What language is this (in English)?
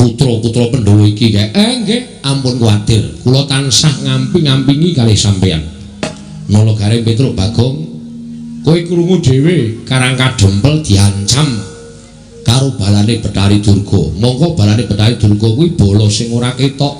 Javanese